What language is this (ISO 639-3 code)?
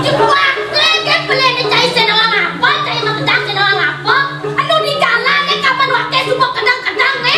ban